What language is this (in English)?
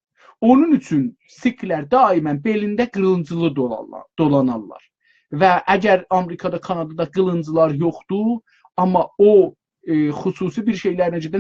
South Azerbaijani